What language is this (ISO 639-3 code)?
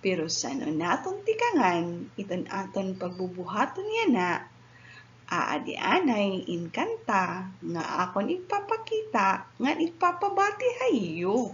war